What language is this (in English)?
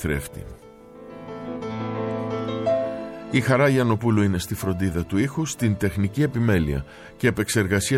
Greek